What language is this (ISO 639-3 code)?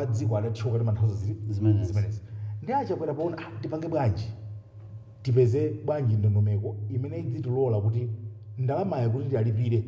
nya